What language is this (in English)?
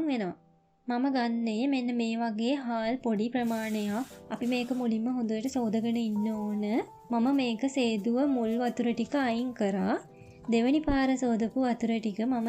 Sinhala